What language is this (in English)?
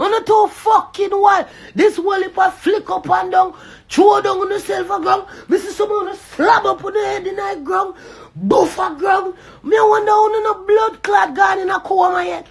Jamaican Creole English